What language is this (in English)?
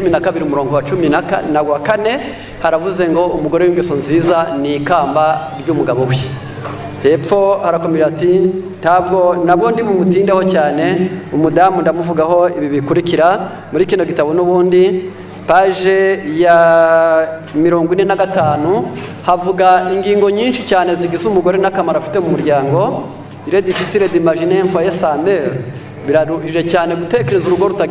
Kinyarwanda